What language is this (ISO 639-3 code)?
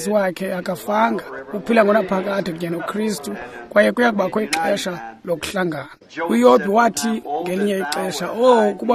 xho